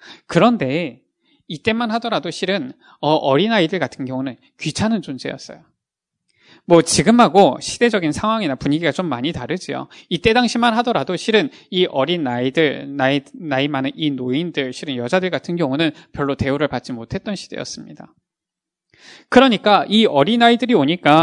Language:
Korean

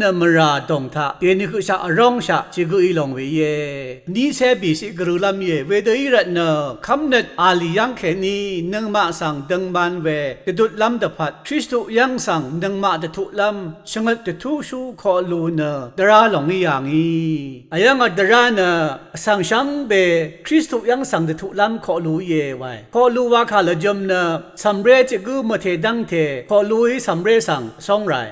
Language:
Rawang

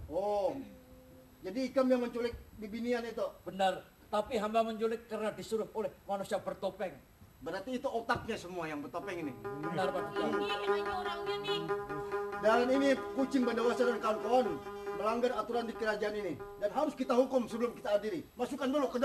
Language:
Banjar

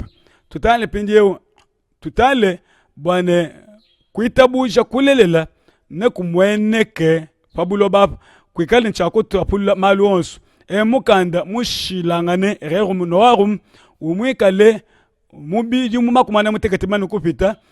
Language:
Luba-Lulua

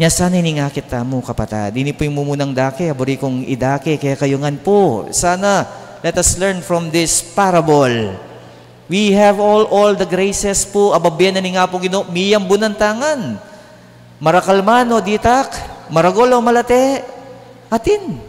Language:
Pampanga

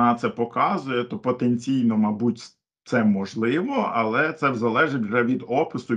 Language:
Ukrainian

